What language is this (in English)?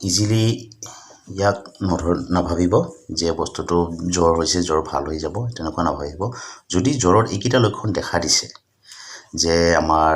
Assamese